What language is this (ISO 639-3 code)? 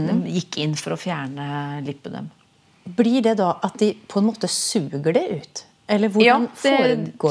nor